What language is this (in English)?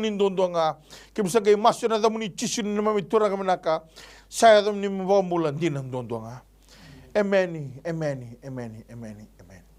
Fijian